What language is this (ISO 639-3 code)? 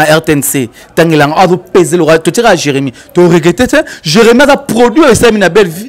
lin